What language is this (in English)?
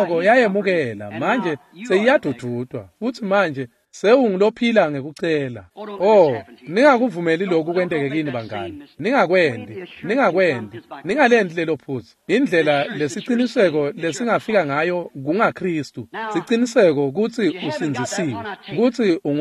Swati